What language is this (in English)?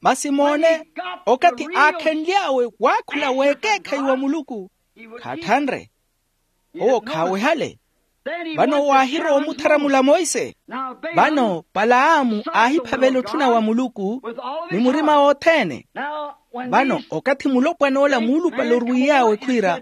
Makhuwa